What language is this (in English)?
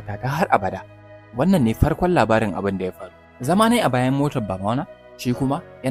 Hausa